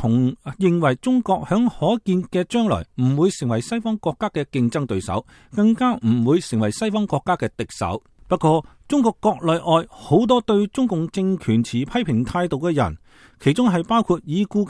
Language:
Cantonese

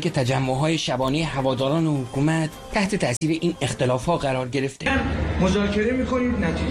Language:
Persian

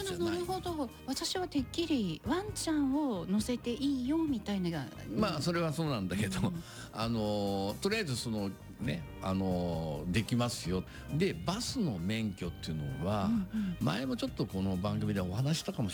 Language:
Japanese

